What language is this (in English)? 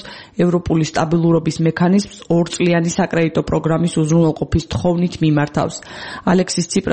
Georgian